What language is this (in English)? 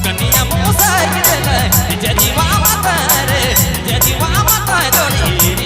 Sadri